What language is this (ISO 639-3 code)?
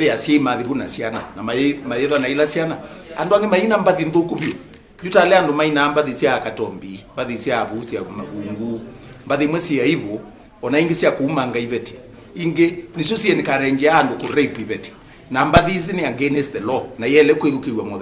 kam